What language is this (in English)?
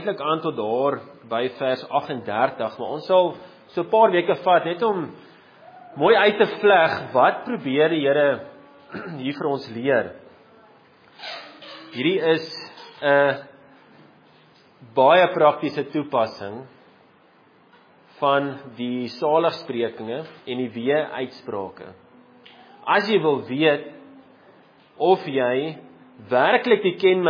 Afrikaans